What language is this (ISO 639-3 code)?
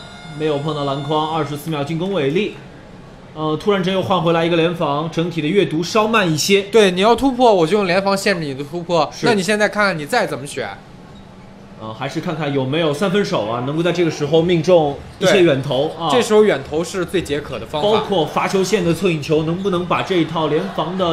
zho